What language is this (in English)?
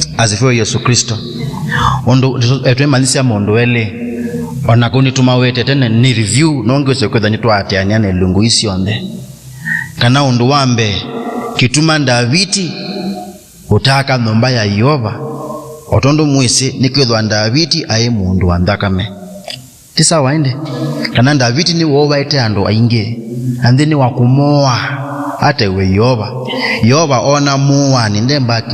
Kamba